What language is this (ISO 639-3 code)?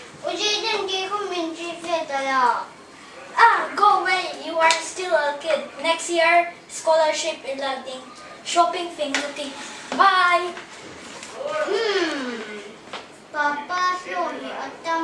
hmr